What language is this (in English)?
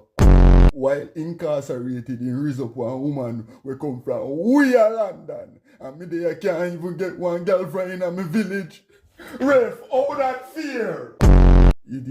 Jamaican Creole English